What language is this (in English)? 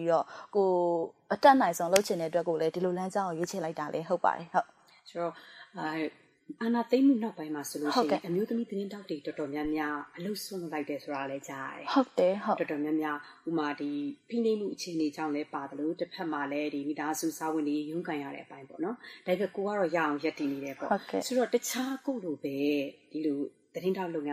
Burmese